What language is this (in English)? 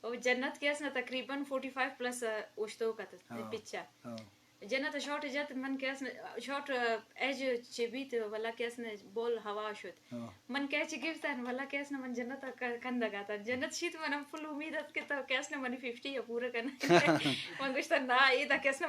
Eastern Balochi